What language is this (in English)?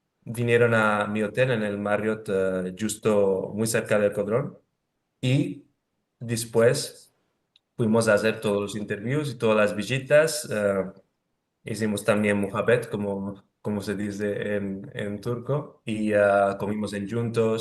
Ladino